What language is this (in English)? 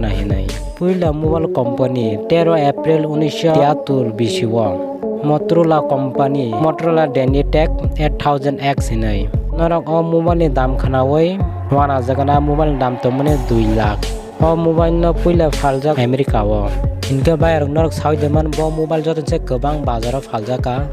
Kok Borok